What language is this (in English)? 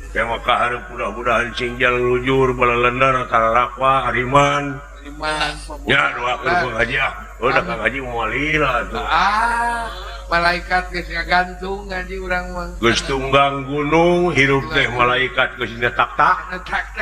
Sundanese